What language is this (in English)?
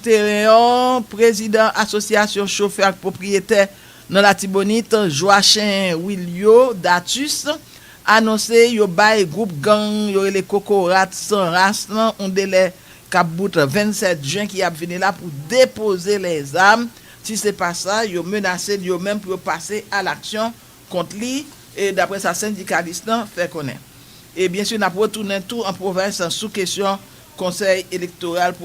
Haitian Creole